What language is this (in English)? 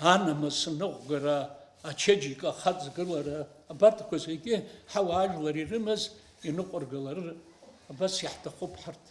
Abkhazian